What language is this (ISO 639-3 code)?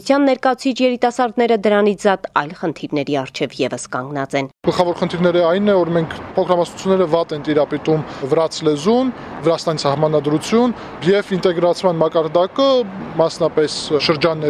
hye